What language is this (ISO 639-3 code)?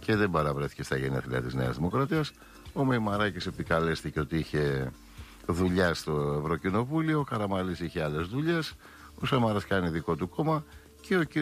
ell